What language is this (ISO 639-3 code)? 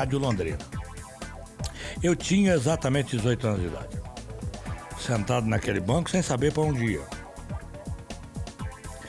por